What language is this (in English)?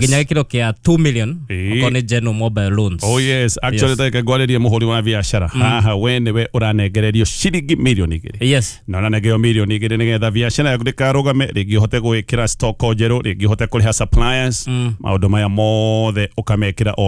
Kikuyu